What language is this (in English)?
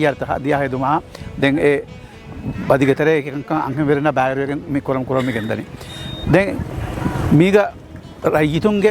Divehi